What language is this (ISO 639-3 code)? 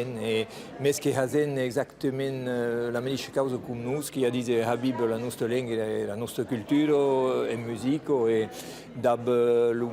oci